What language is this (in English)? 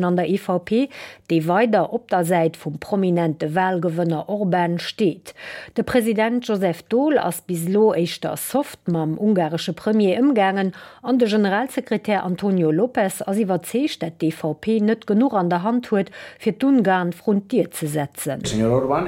Luxembourgish